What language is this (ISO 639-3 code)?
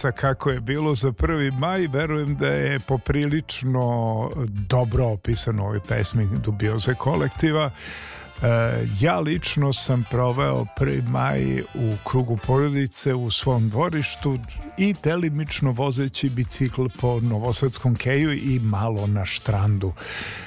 srp